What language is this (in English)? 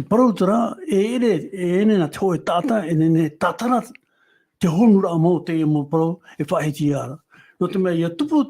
Tahitian